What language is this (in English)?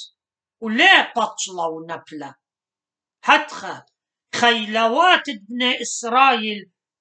Assyrian Neo-Aramaic